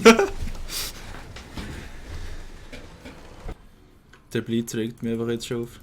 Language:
Swiss German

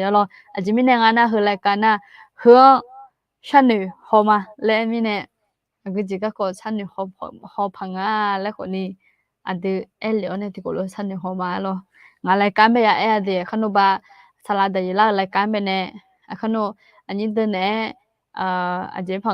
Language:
Akha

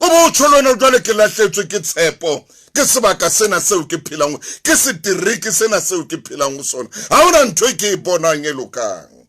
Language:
Southern Sotho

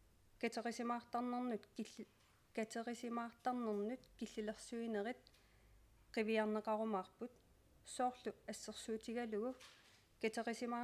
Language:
Kalaallisut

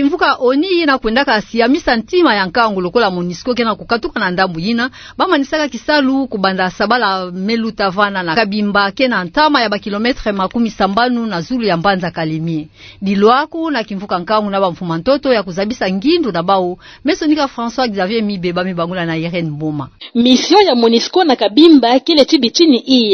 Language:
Kituba (Democratic Republic of Congo)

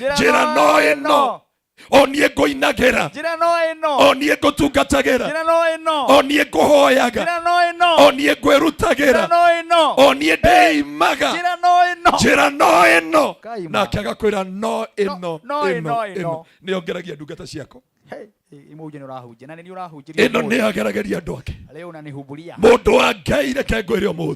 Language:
Kikuyu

